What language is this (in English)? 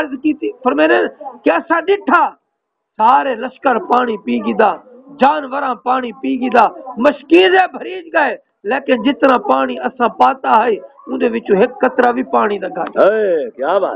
Saraiki